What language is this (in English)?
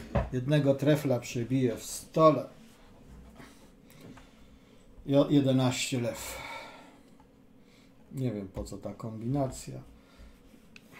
Polish